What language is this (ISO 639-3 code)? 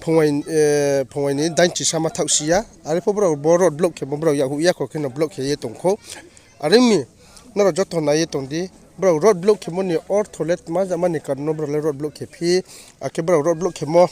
ria